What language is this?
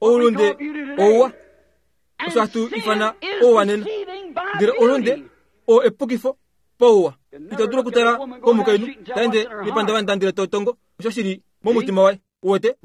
Kuanyama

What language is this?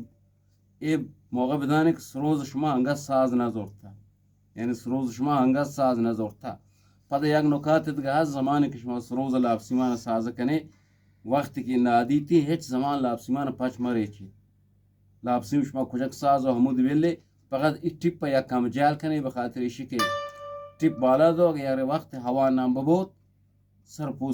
Eastern Balochi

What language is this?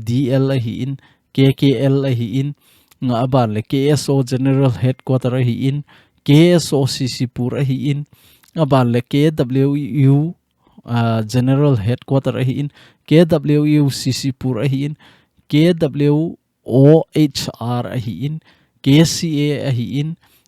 Thado Chin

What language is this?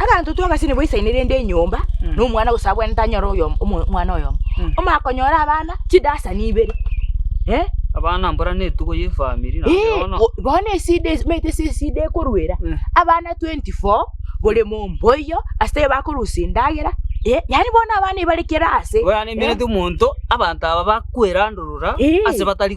Gusii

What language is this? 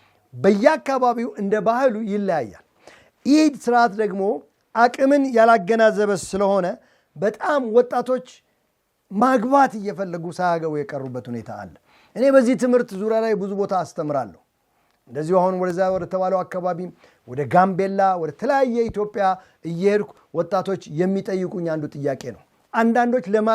Amharic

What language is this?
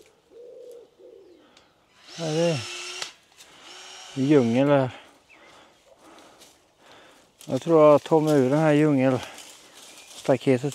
Swedish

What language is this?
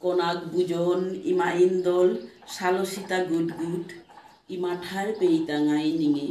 Bishnupriya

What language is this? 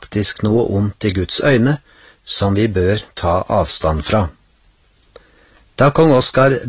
Norwegian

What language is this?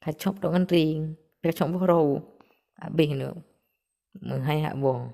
Achinese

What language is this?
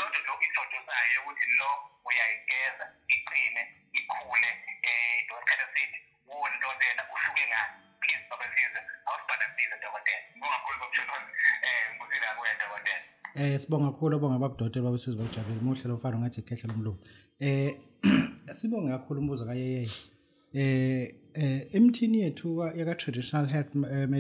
Zulu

